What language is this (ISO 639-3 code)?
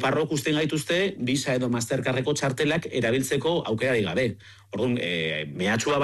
eus